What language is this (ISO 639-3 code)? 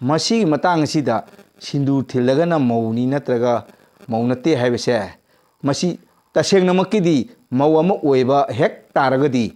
mni